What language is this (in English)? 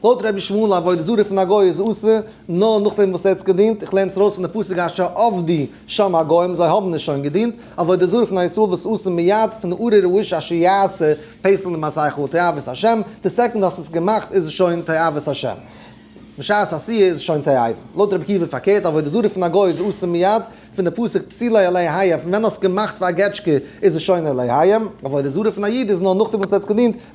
Yiddish